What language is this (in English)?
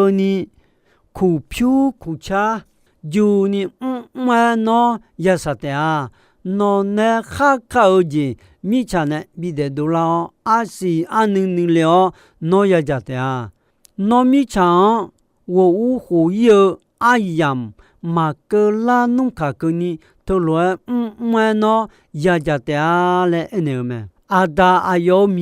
Akha